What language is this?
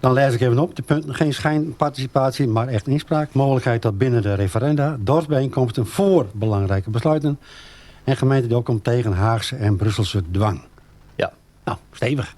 Western Frisian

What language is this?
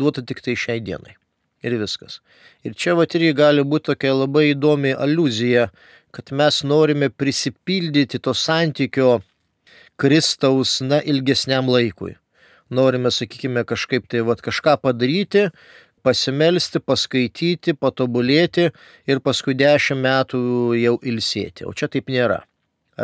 Lithuanian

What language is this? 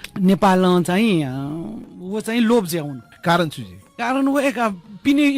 Newari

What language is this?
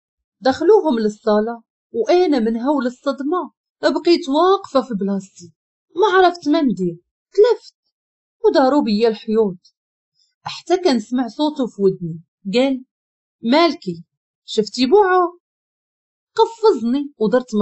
Moroccan Arabic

